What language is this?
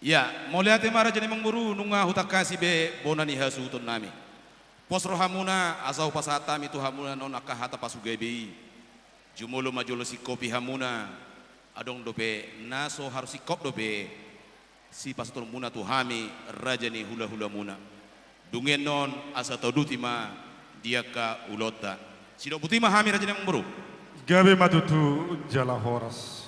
Batak Toba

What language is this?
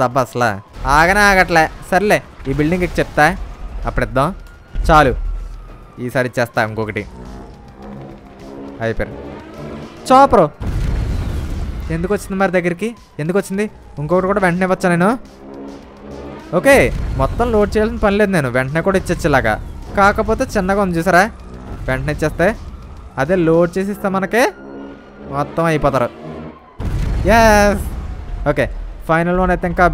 Telugu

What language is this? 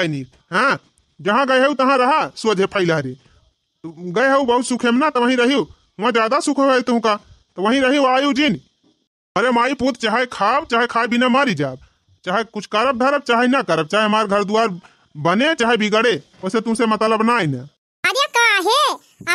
Awadhi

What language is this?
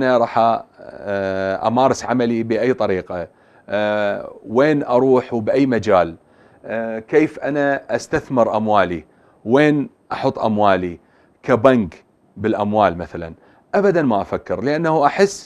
Mesopotamian Arabic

